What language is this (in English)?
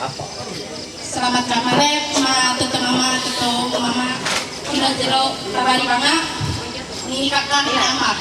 Ma'anyan